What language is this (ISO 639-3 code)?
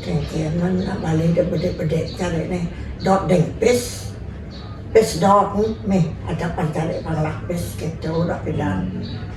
ban